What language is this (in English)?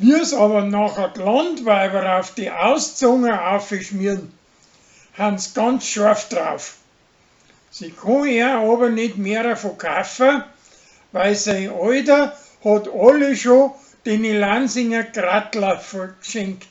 Bavarian